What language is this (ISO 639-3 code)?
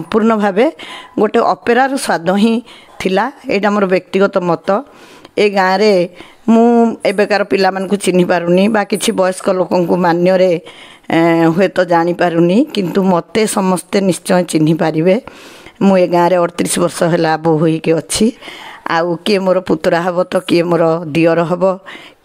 ori